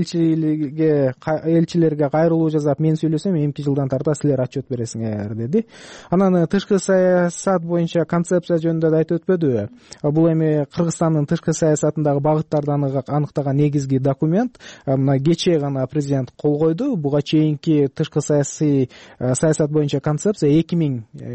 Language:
Kyrgyz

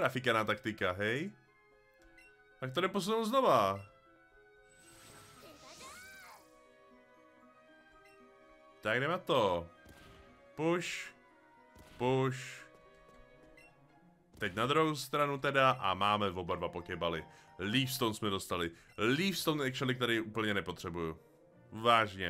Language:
Czech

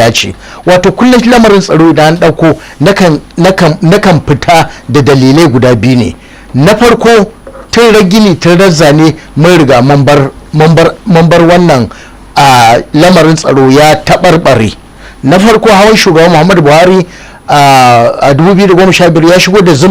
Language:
Hausa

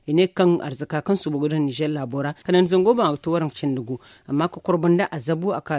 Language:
Zarma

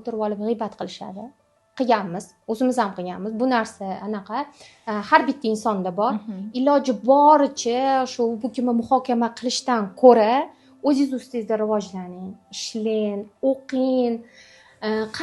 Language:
Uzbek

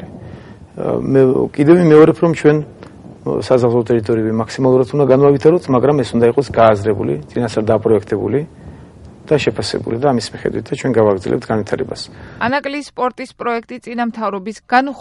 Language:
Georgian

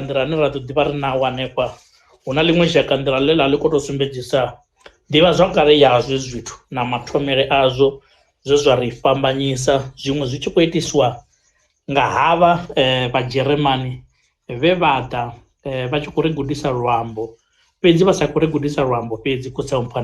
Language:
Venda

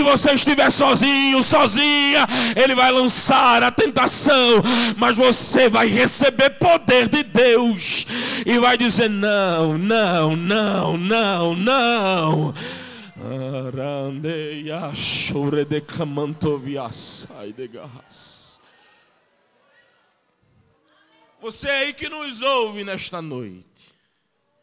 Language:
Portuguese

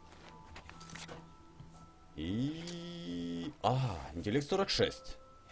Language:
Russian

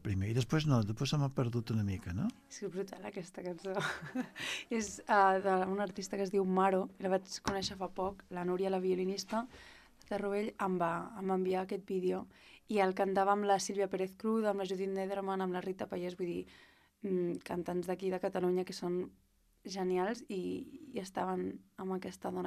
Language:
Catalan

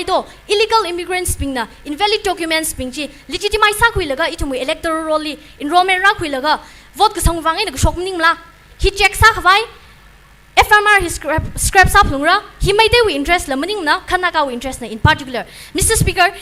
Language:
Tangkhul Naga (India)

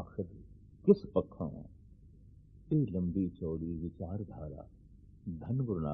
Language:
Punjabi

